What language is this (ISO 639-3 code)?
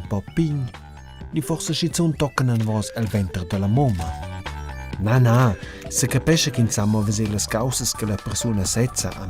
roh